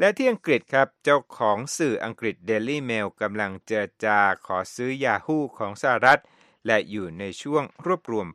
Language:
Thai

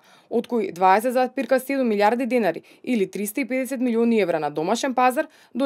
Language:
Macedonian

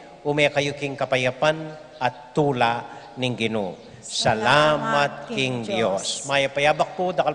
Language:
Pampanga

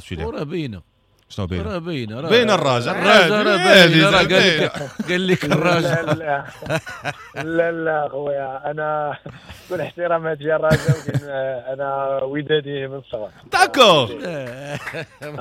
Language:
Moroccan Arabic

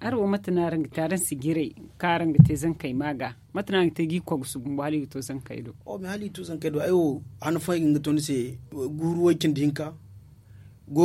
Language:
Zarma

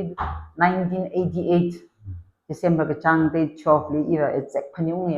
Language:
Tangkhul Naga (India)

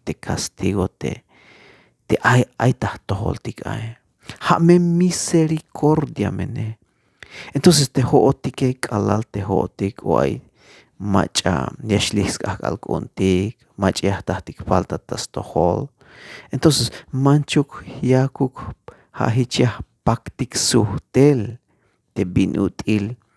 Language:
Tzeltal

